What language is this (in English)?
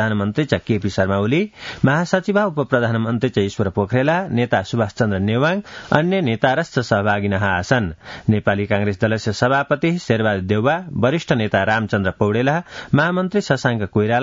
Sanskrit